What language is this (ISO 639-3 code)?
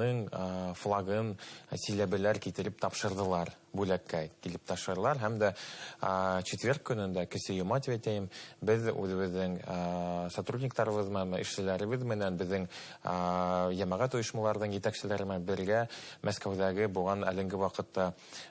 bak